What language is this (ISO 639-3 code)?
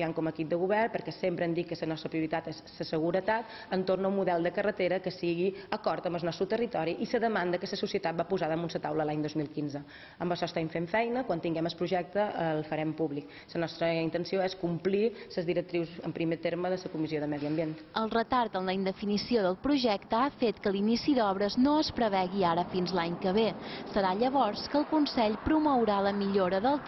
cat